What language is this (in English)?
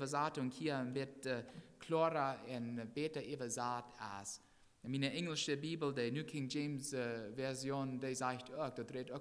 Plautdietsch